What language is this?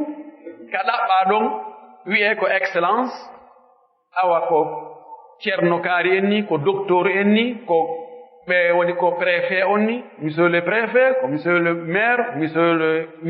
Pular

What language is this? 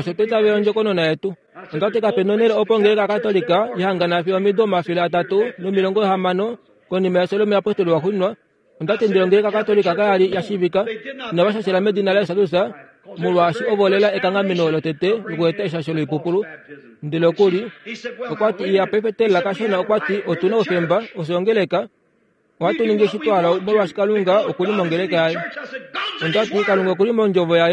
Kuanyama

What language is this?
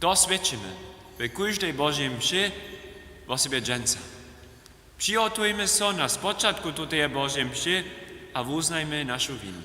Upper Sorbian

